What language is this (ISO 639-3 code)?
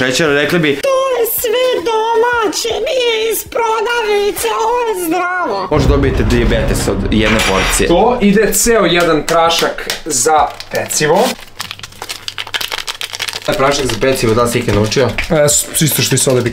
srp